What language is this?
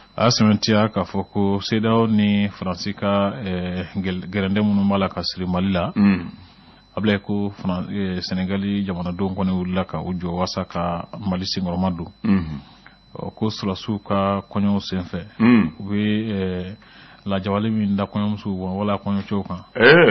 Bambara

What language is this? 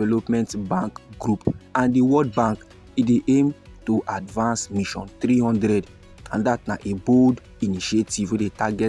Nigerian Pidgin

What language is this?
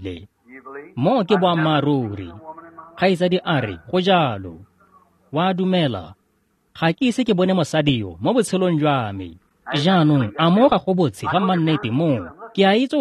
Tswana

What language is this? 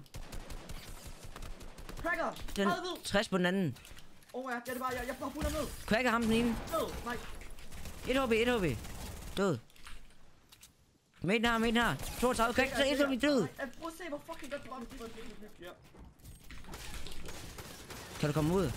Danish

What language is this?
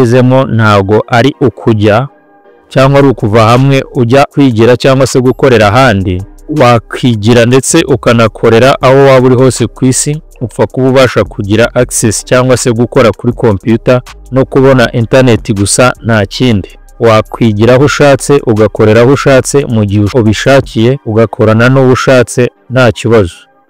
Kinyarwanda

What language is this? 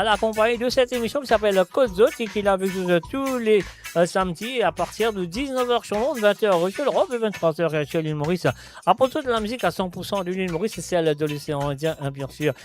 Morisyen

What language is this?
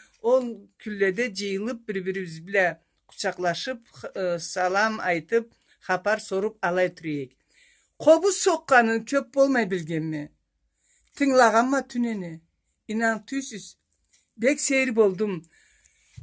Karachay-Balkar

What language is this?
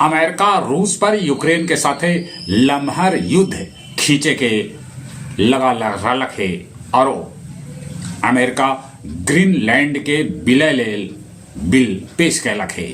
Magahi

